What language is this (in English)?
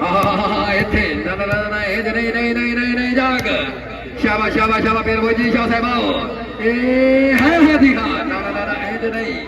Saraiki